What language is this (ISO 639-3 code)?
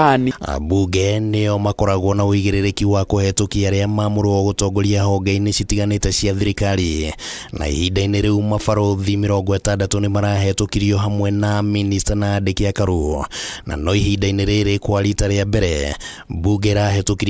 kik